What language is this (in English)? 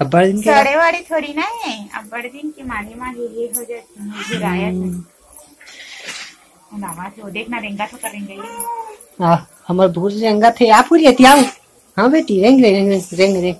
Chhattisgarhi